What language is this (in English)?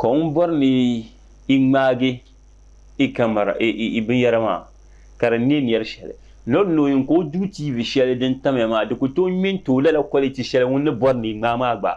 Dagbani